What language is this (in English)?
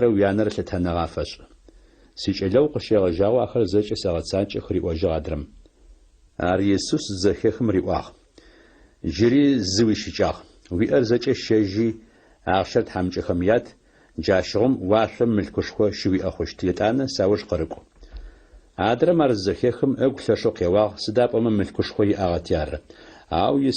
Adyghe